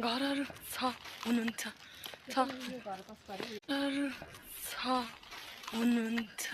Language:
Nepali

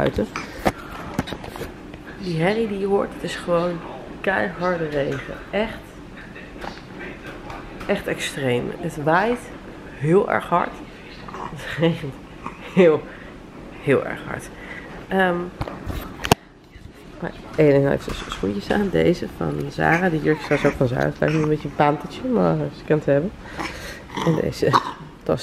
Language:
Dutch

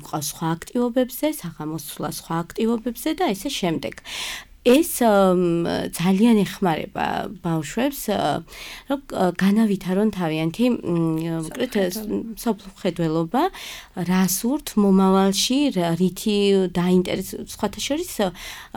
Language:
Georgian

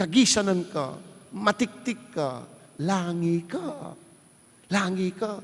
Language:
Pampanga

